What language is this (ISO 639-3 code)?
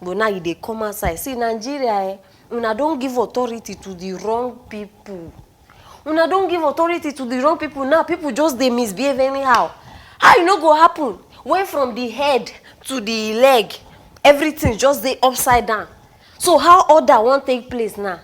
pcm